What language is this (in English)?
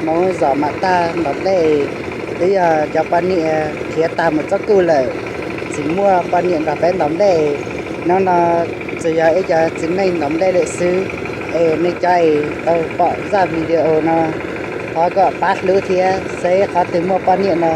Hmong